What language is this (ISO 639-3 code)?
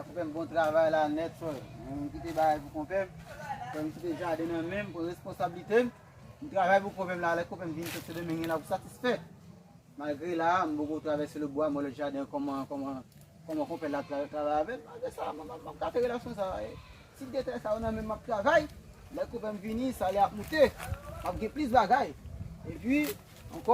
hat